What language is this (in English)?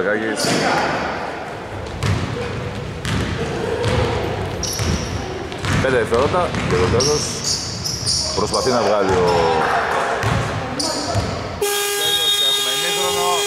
Greek